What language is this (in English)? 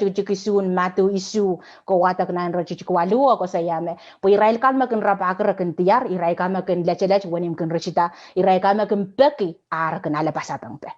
Pohnpeian